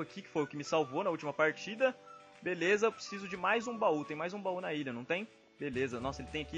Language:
Portuguese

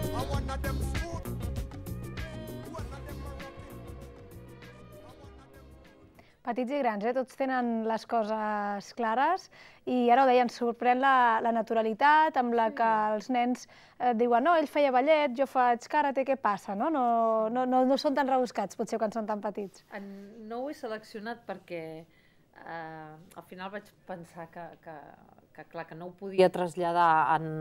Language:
Catalan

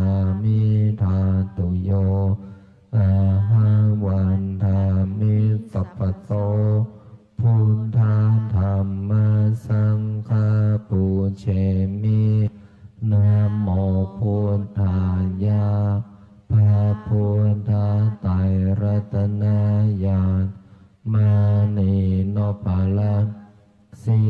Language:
Pali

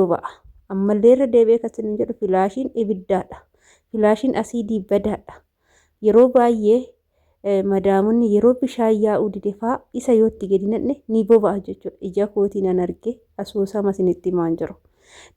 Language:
Oromo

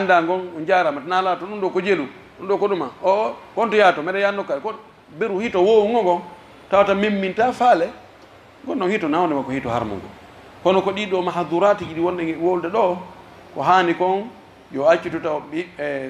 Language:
Pular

